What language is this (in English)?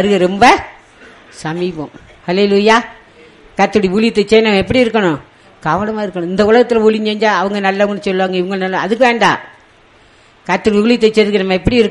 Tamil